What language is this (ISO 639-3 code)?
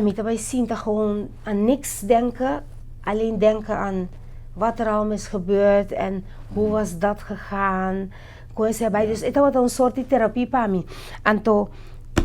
pap